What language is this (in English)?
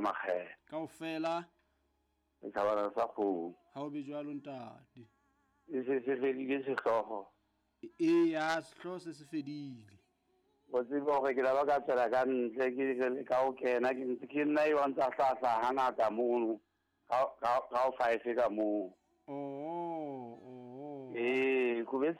Southern Sotho